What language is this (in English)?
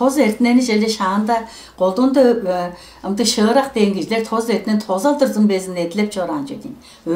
Tuvinian